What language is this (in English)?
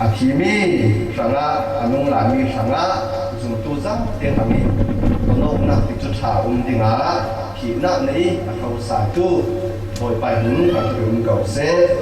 Falam Chin